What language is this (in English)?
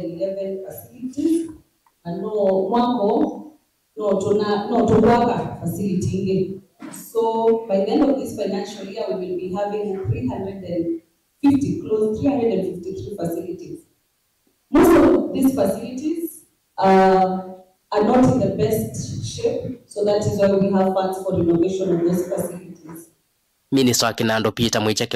Kamba